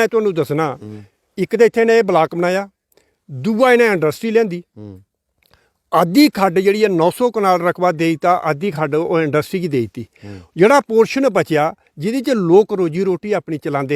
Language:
Dogri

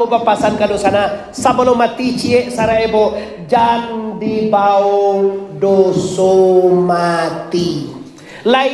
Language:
Minangkabau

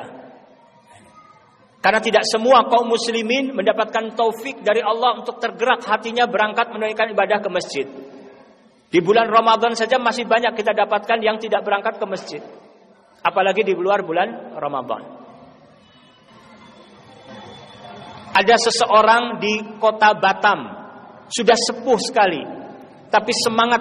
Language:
Indonesian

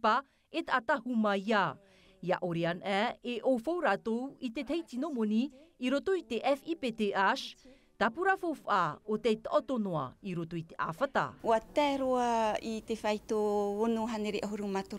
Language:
Tahitian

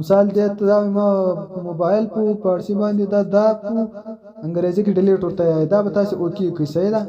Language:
Pashto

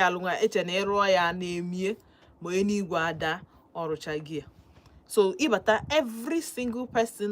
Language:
Igbo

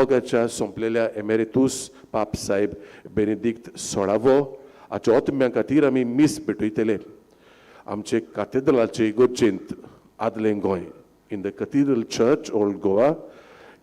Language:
Konkani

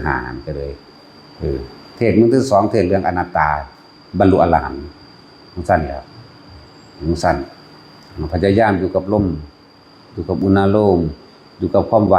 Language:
Northeastern Thai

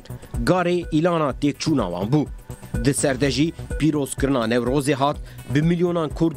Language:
Kurdish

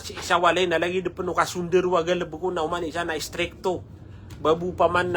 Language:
Maranao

